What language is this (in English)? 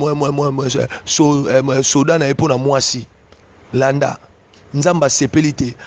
Lingala